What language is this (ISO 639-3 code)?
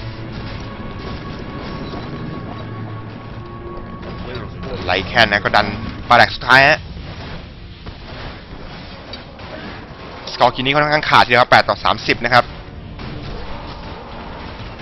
tha